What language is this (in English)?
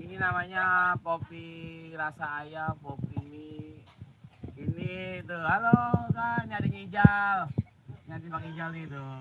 Betawi